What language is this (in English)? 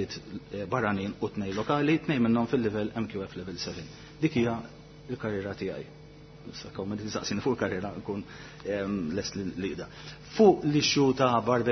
Maltese